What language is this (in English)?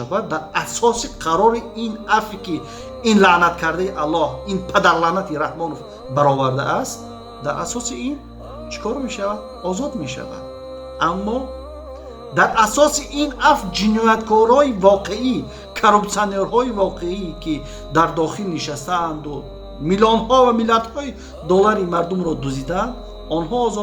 Tajik